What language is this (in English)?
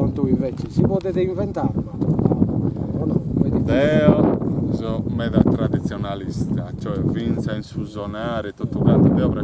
Sardinian